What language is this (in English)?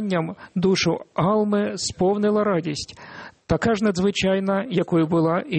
Ukrainian